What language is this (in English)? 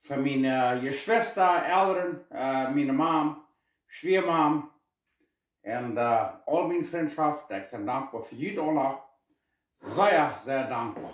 Plautdietsch